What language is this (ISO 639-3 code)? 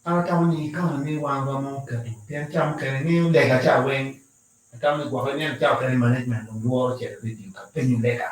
ach